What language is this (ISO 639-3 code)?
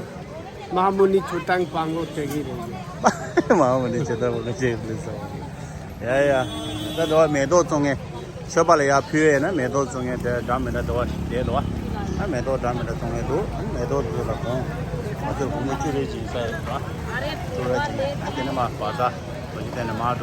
bod